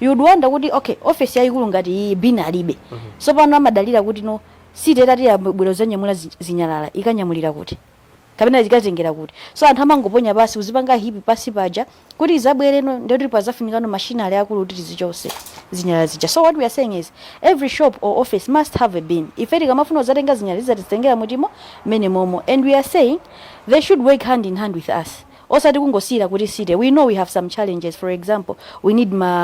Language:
Nyanja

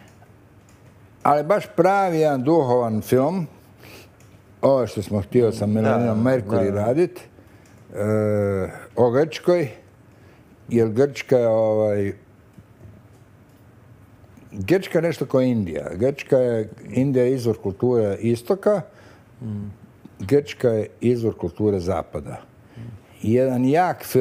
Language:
Croatian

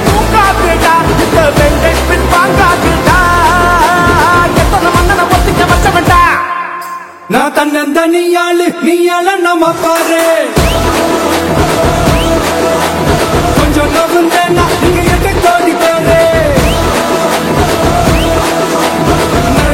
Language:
Tamil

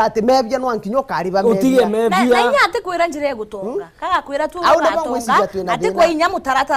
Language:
Meru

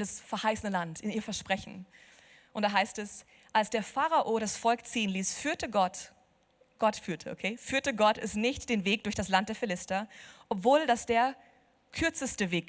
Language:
Swiss German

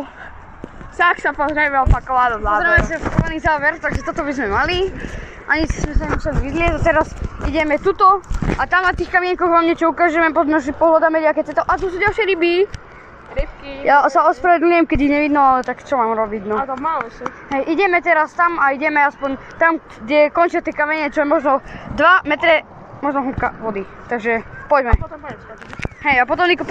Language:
Slovak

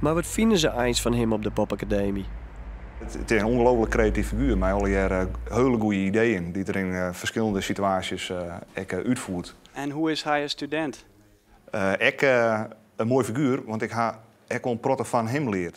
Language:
Western Frisian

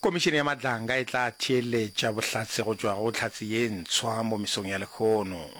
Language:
Northern Sotho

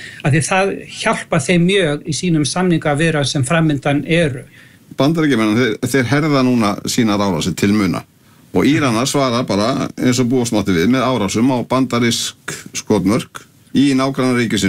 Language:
Icelandic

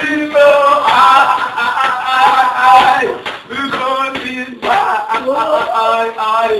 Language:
Jamaican Creole English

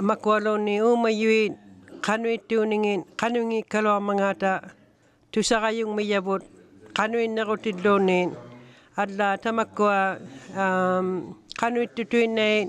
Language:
Inuktitut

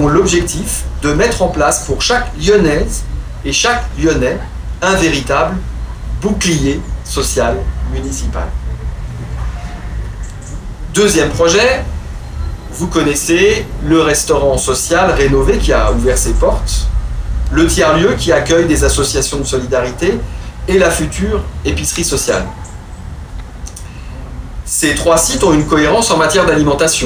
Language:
French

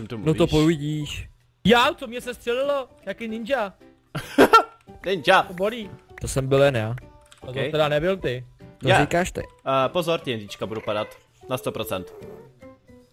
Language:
Czech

